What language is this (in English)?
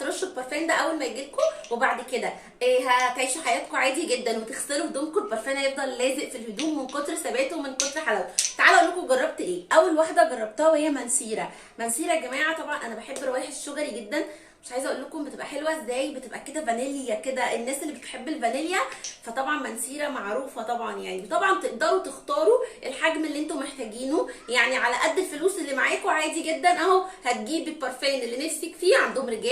Egyptian Arabic